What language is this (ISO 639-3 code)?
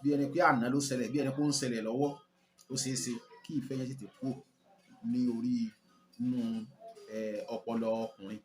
yor